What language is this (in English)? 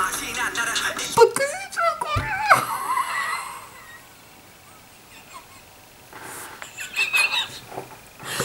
Turkish